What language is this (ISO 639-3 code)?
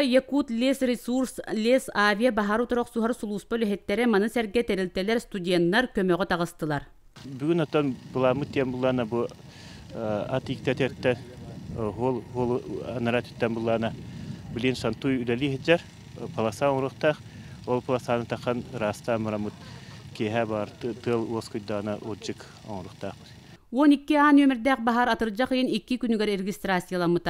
sah